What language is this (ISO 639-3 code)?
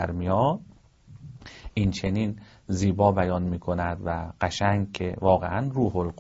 fas